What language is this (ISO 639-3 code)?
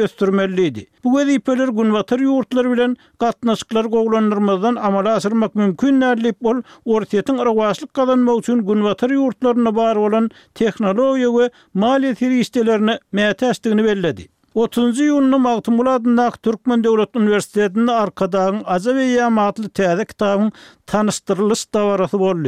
tuk